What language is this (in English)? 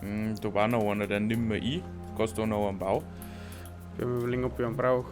Bavarian